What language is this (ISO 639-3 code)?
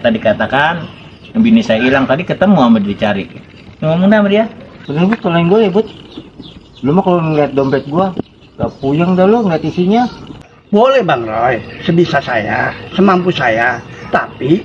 bew